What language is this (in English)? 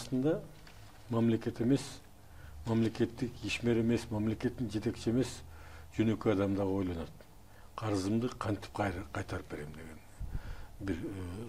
Kyrgyz